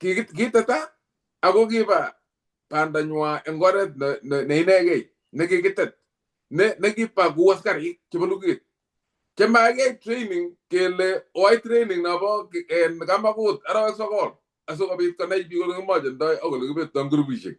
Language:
Kalenjin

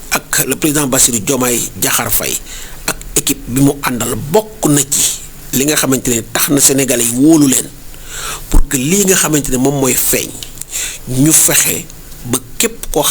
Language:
Wolof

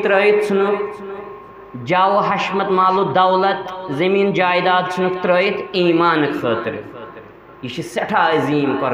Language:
Kashmiri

